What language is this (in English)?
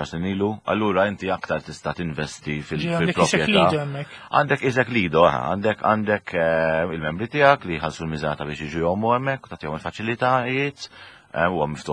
Maltese